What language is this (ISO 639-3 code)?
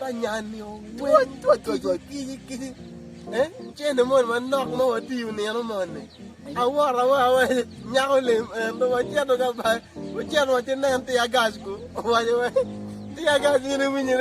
ach